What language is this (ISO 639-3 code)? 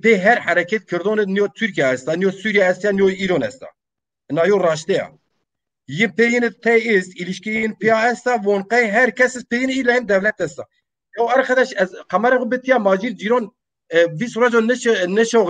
zza